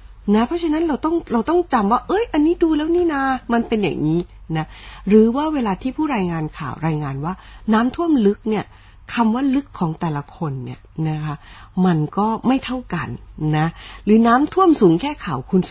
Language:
Thai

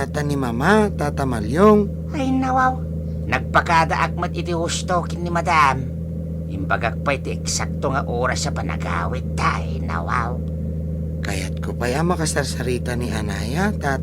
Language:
Iloko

